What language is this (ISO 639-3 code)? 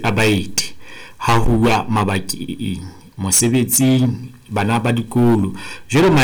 sot